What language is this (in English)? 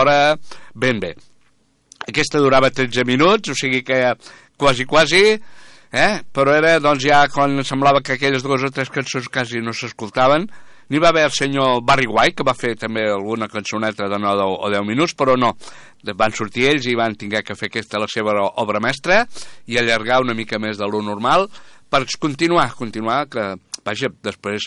Catalan